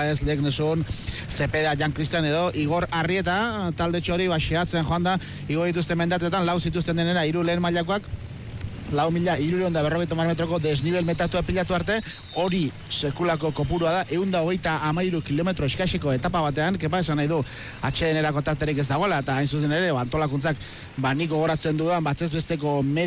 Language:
Basque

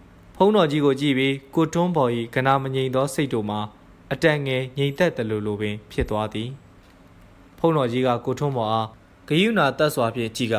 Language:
Burmese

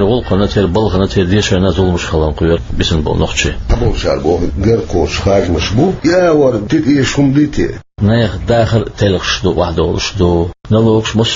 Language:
Chechen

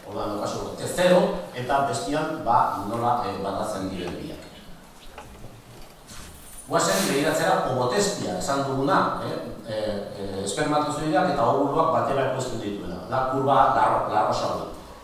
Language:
Basque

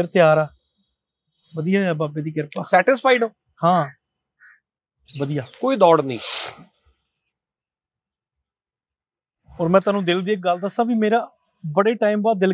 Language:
Punjabi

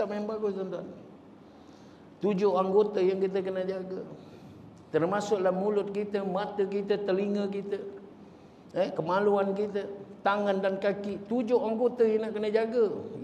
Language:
Malay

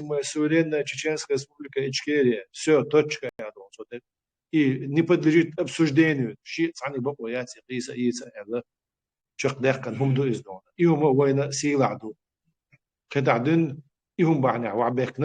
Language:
Chechen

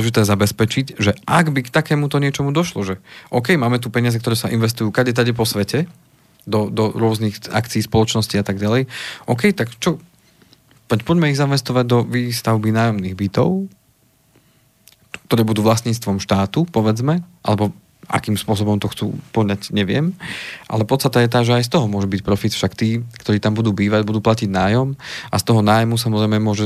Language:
Slovak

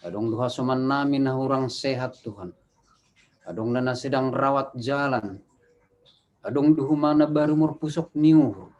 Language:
Batak Simalungun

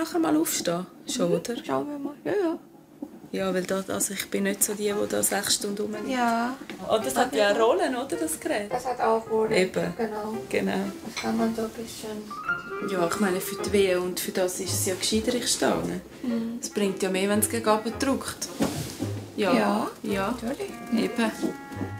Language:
Swiss German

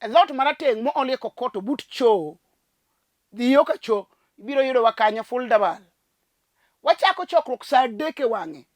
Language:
Luo (Kenya and Tanzania)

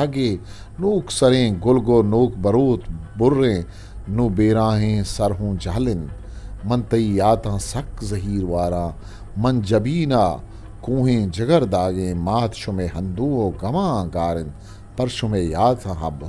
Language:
Eastern Balochi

